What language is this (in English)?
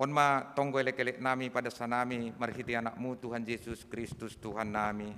Batak Simalungun